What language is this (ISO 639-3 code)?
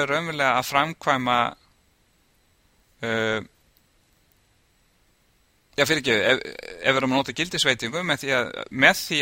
isl